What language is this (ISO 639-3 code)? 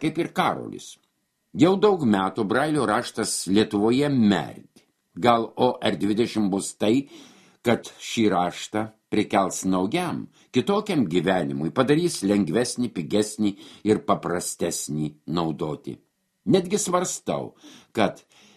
lit